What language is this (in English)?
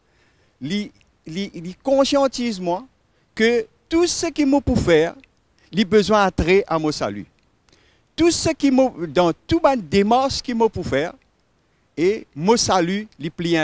Morisyen